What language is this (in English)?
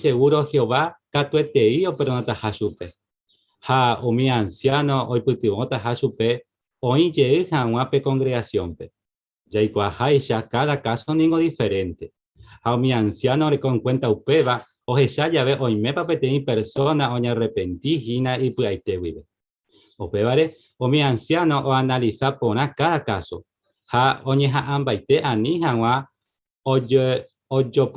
Guarani